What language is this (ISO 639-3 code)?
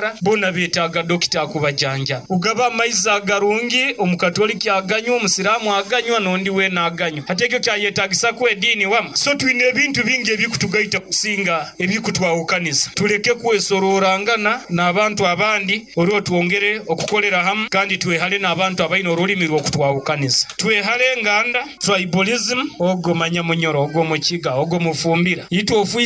nyo